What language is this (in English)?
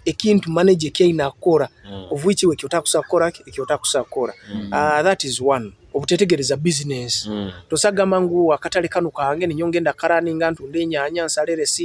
Nyoro